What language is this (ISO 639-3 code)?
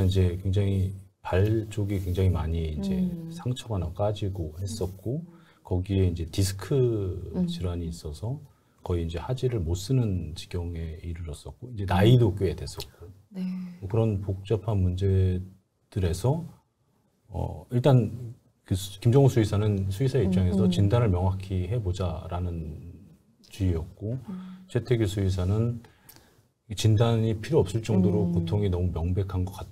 kor